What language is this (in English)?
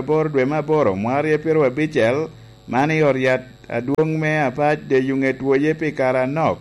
Lango (Uganda)